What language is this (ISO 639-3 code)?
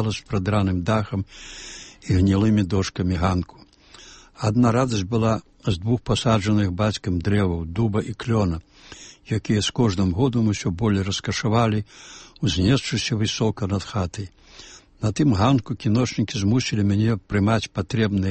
bel